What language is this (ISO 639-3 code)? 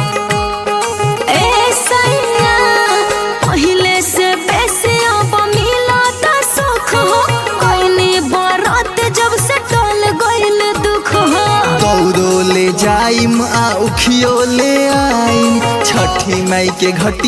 bho